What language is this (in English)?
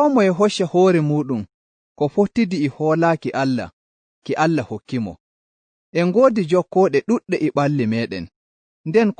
Fula